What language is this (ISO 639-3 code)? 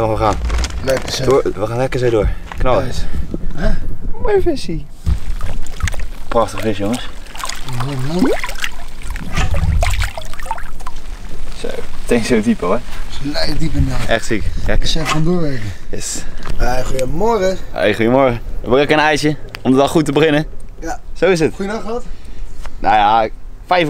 nld